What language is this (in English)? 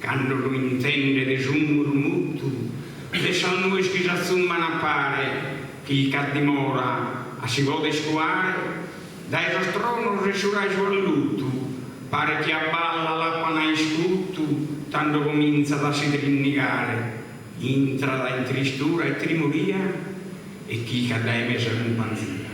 Sardinian